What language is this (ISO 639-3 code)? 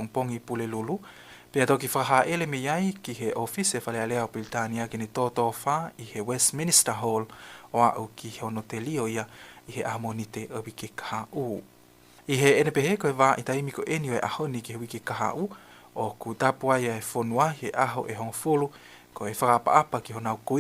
ton